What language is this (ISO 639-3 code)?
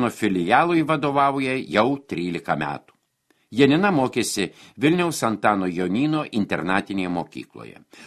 lit